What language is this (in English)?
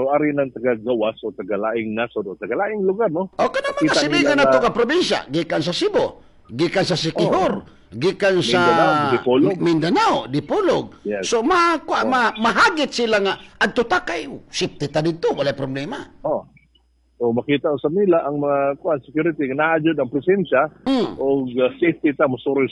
Cebuano